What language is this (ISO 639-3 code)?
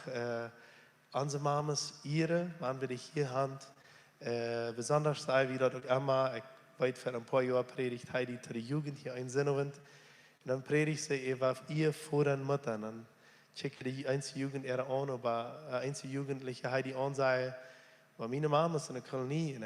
pdt